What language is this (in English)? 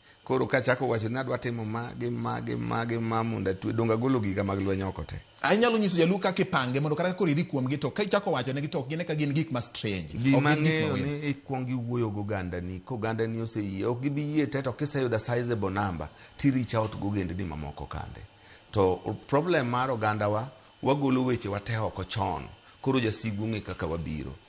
Luo (Kenya and Tanzania)